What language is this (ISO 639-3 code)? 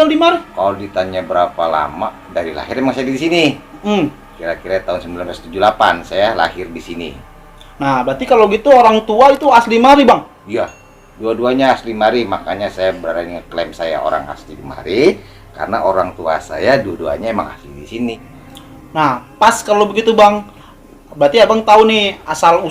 bew